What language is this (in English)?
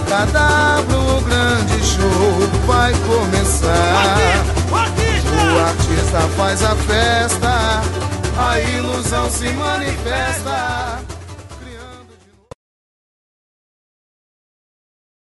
Portuguese